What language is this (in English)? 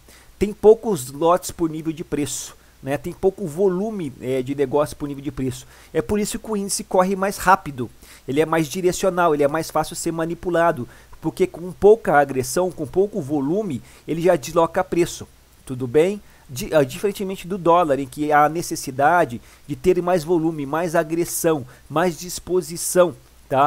Portuguese